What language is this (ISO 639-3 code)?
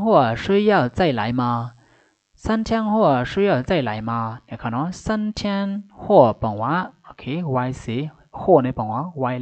shn